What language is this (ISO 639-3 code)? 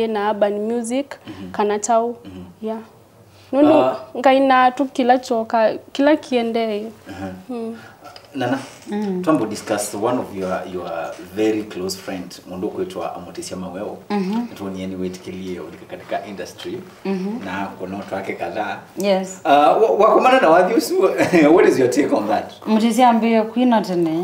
kam